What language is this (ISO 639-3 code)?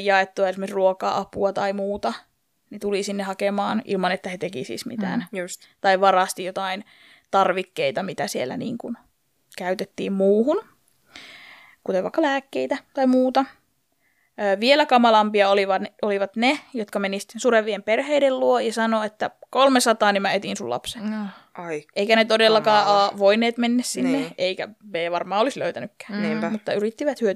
fin